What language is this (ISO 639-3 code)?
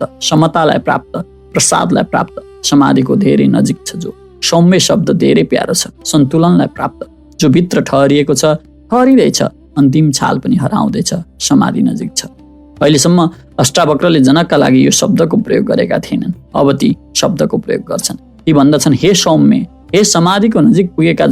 nep